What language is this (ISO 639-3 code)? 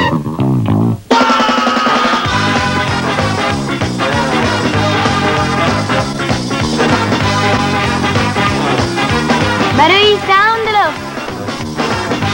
jpn